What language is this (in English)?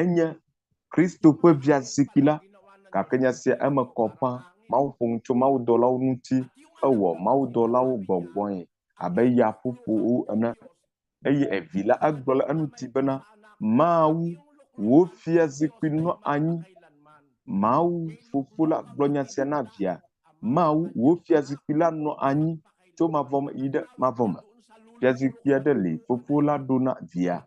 Ewe